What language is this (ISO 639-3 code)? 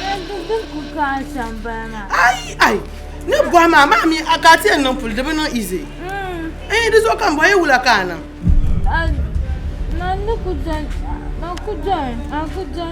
dag